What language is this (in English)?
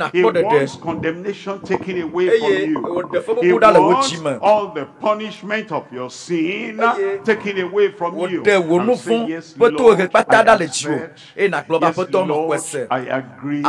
Ewe